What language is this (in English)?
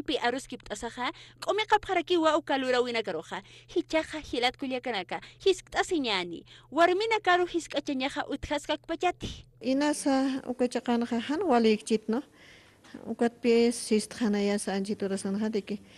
Aymara